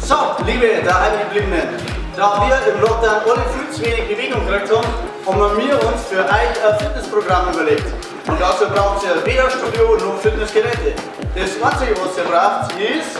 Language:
Bavarian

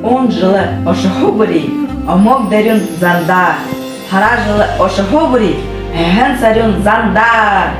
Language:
Buriat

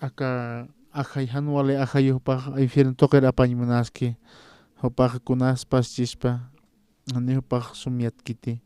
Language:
Aymara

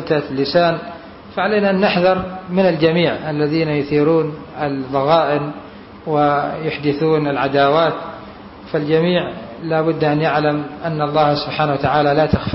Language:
Arabic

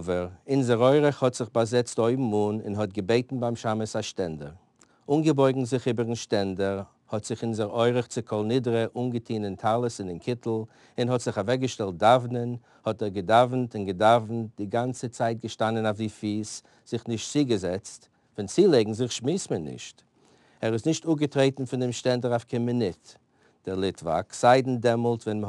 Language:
Yiddish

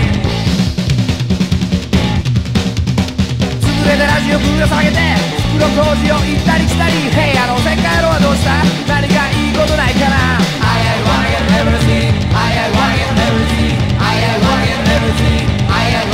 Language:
Japanese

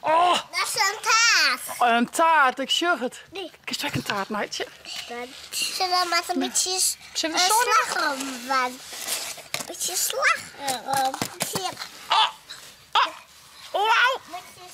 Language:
Western Frisian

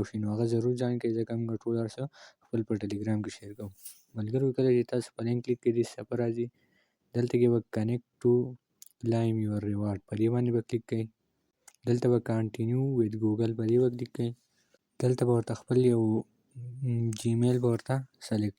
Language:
Pashto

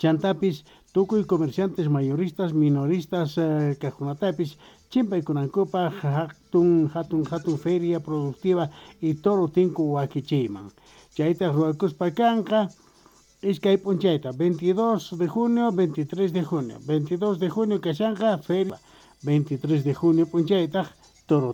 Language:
South Bolivian Quechua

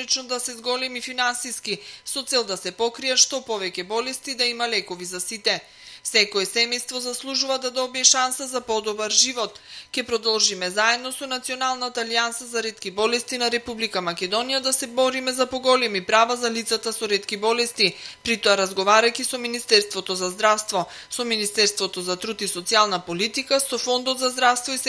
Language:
Macedonian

